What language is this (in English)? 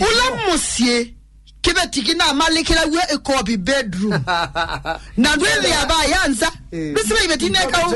Kamba